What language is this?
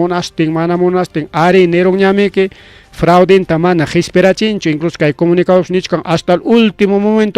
Ayacucho Quechua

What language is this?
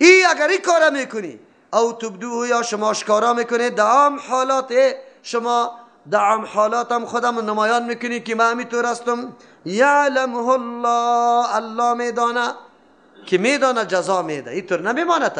Persian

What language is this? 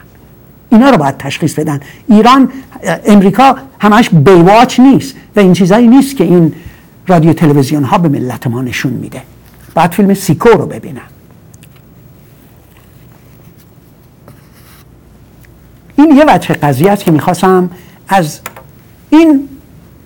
Persian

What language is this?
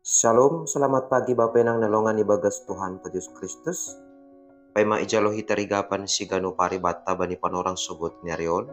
Batak Simalungun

